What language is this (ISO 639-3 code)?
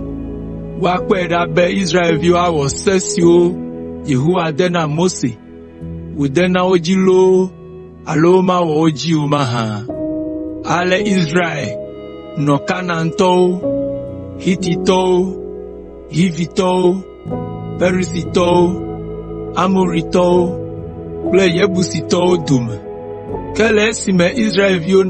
ewe